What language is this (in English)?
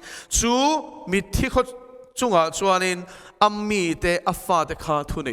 Mizo